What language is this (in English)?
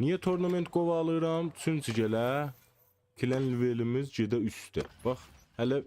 South Azerbaijani